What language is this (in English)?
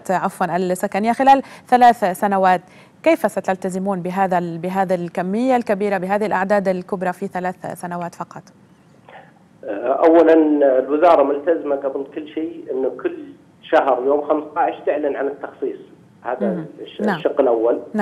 Arabic